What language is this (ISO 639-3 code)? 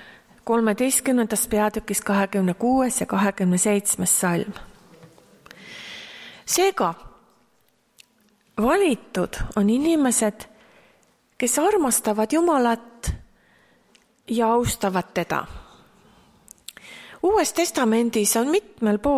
est